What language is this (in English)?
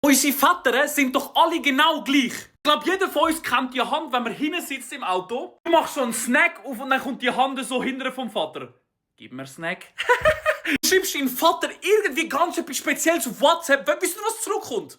Swiss German